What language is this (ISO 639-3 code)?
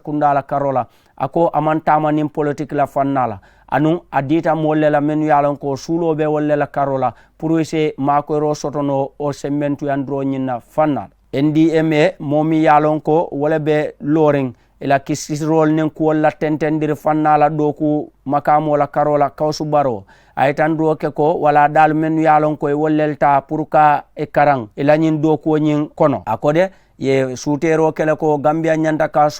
man